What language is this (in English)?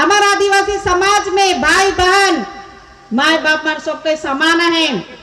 Sadri